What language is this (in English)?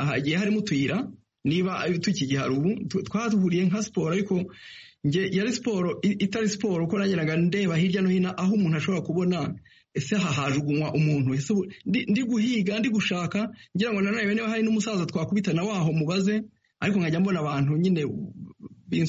Kinyarwanda